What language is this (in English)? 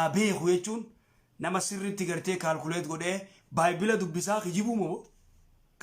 Oromo